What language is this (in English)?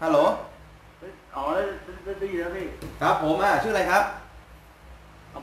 Thai